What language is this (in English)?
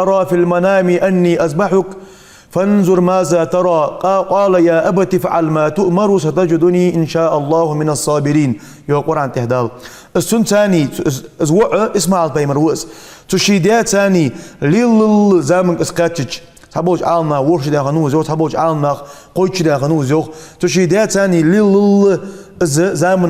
Ingush